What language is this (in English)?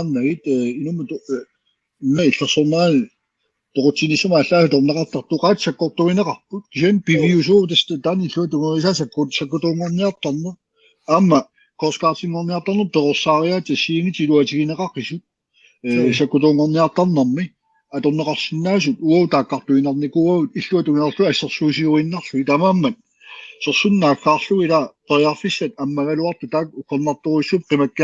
Kalaallisut